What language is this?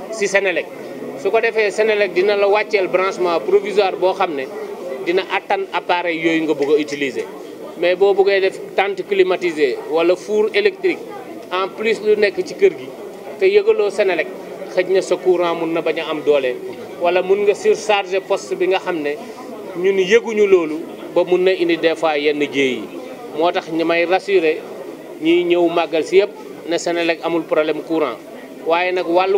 Wolof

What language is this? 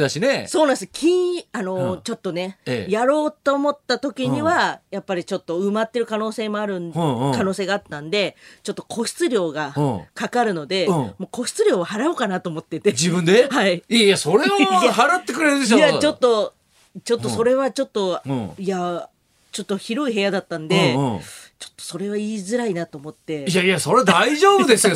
Japanese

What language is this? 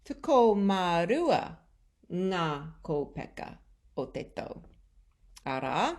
Māori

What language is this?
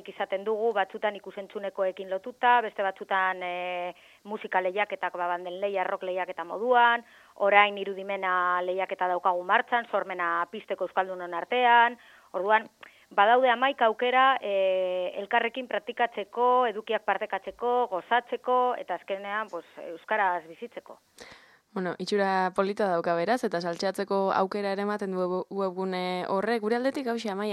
Basque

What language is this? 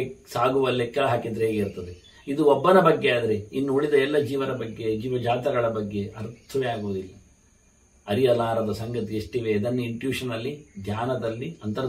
Kannada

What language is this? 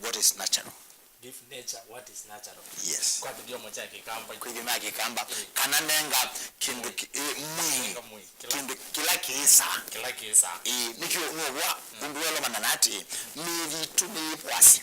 Kamba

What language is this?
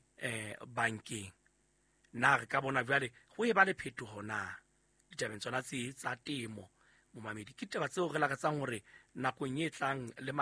Southern Sotho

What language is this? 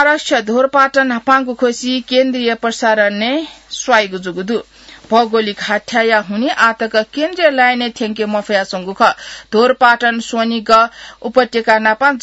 Newari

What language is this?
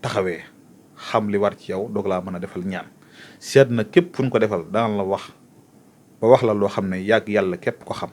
Wolof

